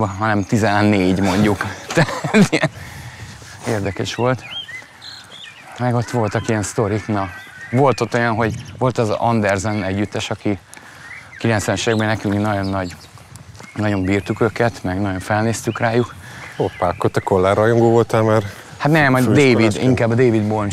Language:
Hungarian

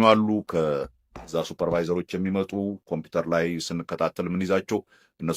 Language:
Amharic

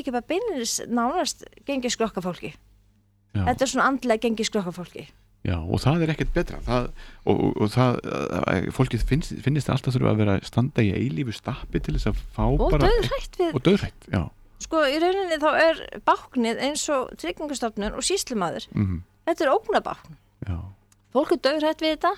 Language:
Icelandic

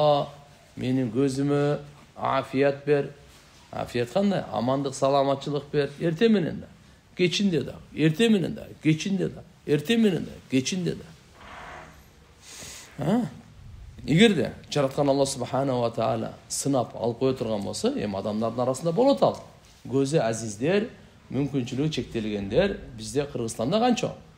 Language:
Kyrgyz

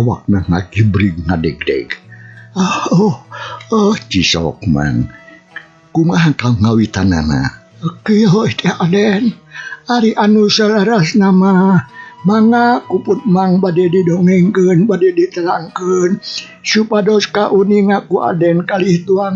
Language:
Sundanese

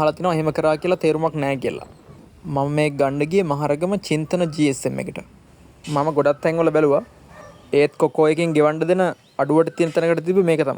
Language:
Sinhala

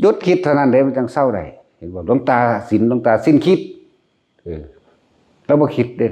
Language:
Northeastern Thai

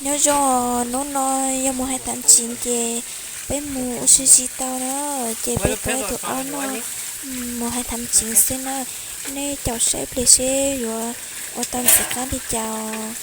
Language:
Hmong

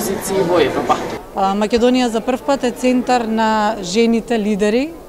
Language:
Macedonian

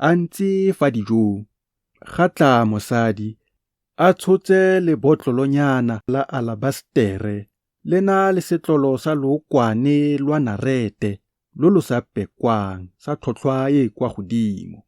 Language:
Tswana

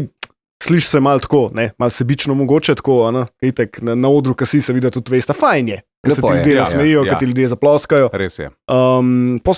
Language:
Slovenian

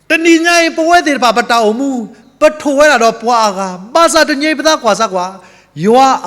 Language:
S'gaw Karen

